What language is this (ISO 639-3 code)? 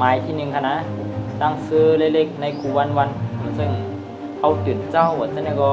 shn